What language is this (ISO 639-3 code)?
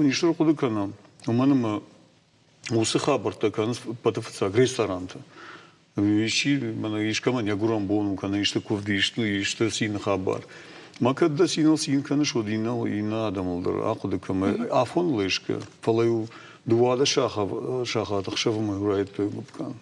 oss